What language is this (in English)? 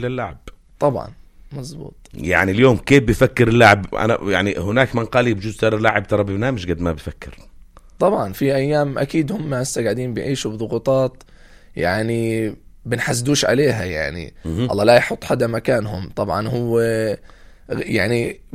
North Levantine Arabic